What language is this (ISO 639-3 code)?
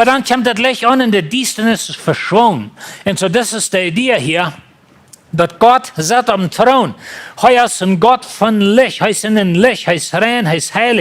pdt